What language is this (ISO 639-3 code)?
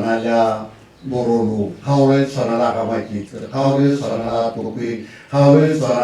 tsn